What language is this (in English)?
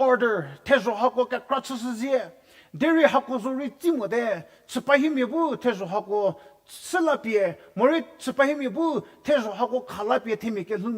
Angami Naga